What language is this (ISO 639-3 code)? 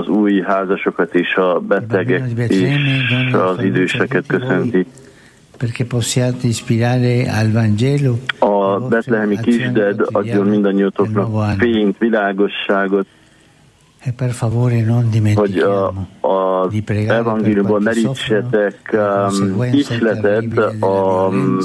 hun